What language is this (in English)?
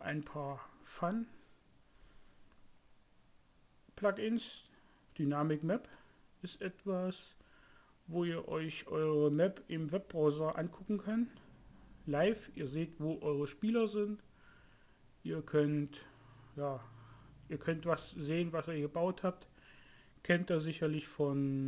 German